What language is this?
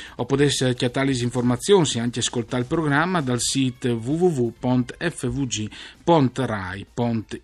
Friulian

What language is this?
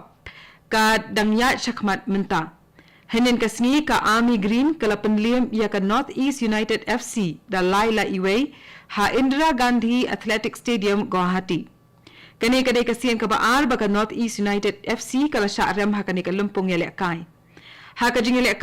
Khasi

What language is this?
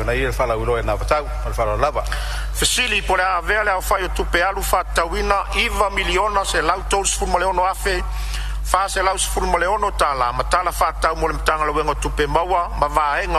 Samoan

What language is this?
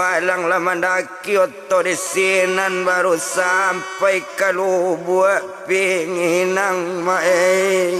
Minangkabau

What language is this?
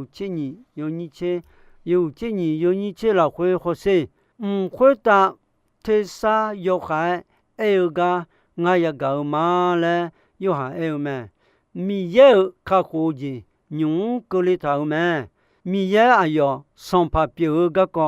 Akha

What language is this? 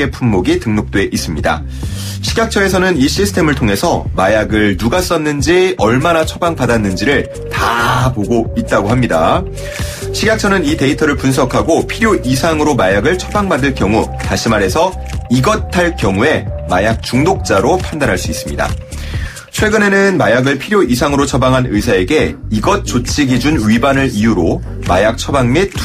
Korean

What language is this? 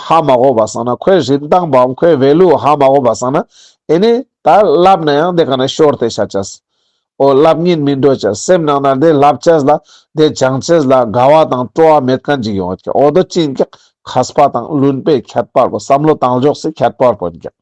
Ladakhi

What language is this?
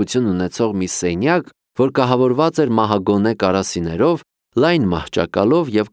Armenian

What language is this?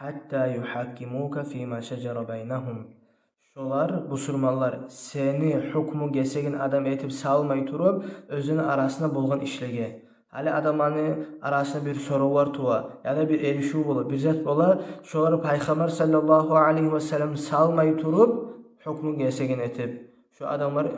Kumyk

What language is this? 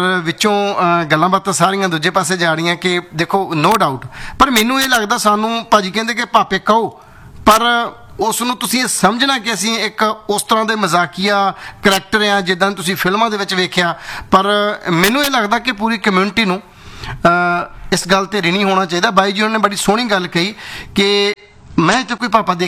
Punjabi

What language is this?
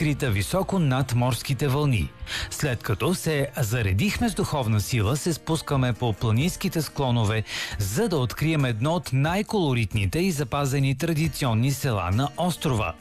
Bulgarian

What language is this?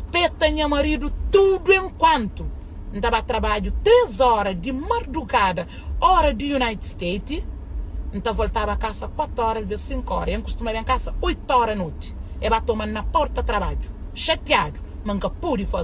Kabuverdianu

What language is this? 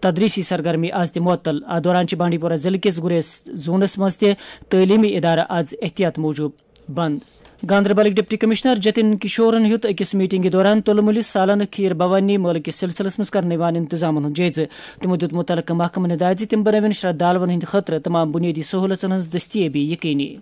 Kashmiri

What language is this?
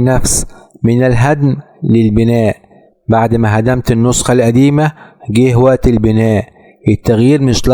Egyptian Arabic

